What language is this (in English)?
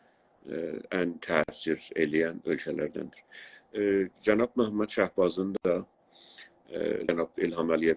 South Azerbaijani